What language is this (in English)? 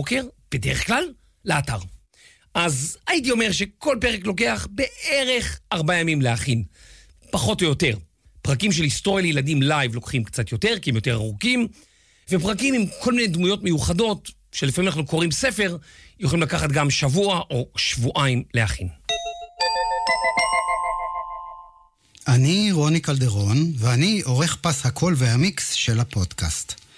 Hebrew